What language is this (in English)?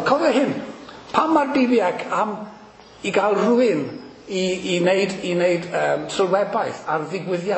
Welsh